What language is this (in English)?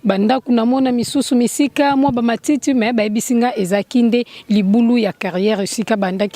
Lingala